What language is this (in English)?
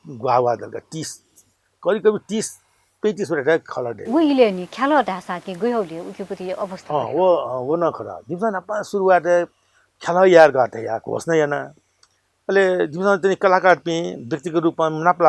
Newari